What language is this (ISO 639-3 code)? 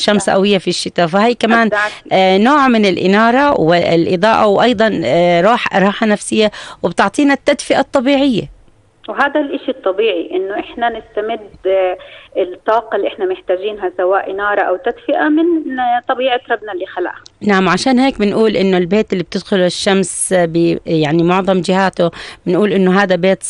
apc